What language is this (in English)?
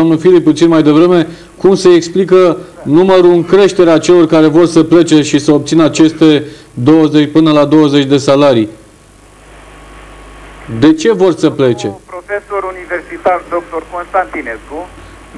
Romanian